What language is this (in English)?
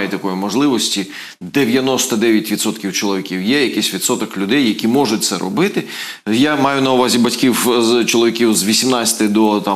Ukrainian